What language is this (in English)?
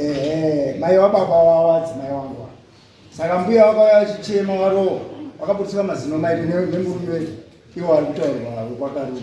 Shona